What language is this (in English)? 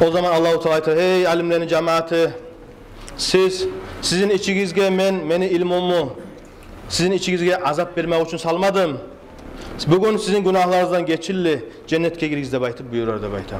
Kumyk